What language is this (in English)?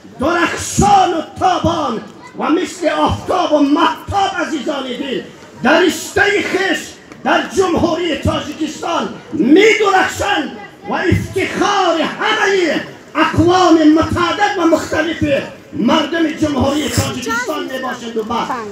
Tajik